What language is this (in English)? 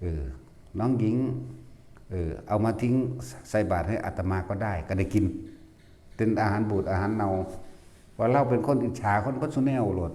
Northeastern Thai